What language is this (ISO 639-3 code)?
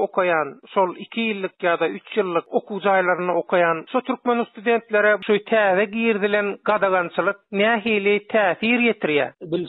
tuk